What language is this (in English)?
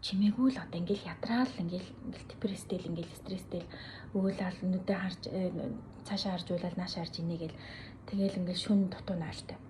Mongolian